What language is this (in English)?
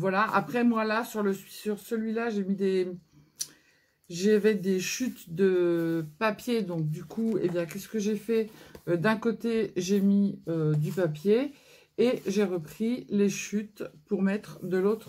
French